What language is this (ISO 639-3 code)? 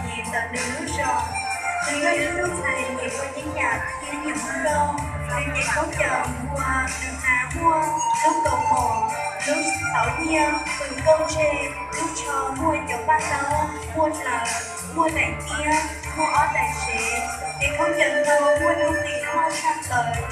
hmn